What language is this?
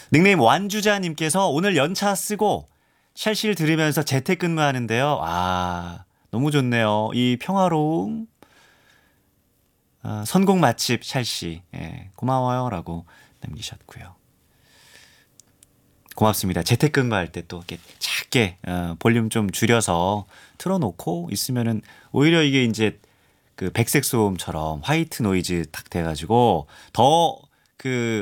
Korean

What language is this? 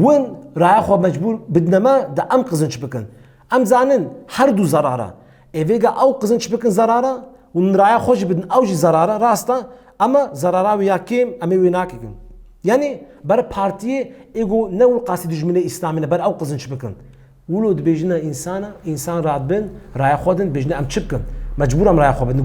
Kurdish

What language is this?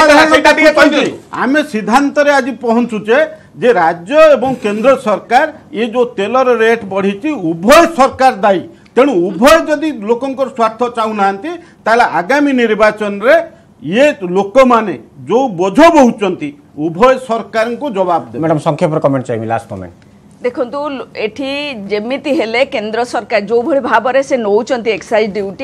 Odia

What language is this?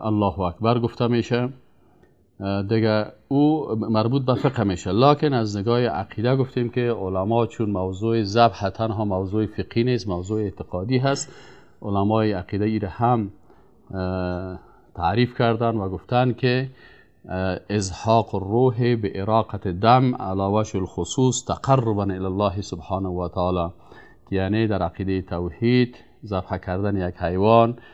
Persian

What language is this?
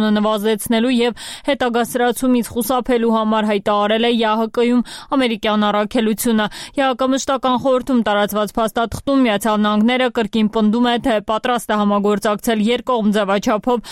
Armenian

